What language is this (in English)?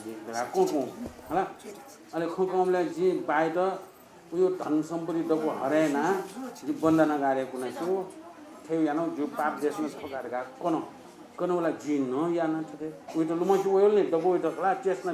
Newari